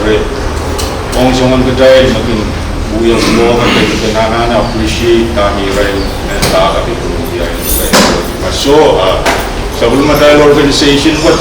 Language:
Pohnpeian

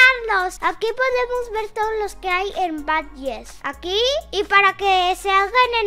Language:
Spanish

